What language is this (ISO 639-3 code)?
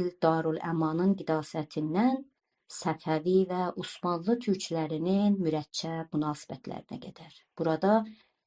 azb